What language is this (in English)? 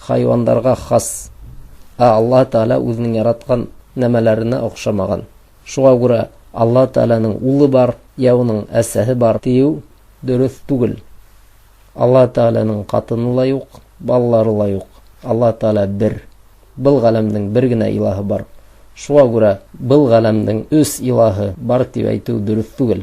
Bashkir